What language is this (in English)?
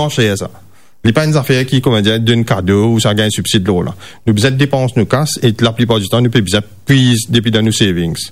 Morisyen